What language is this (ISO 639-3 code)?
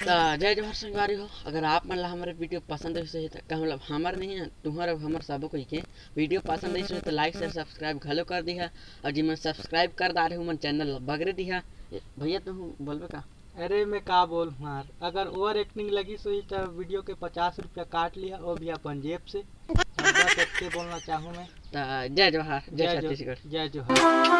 hne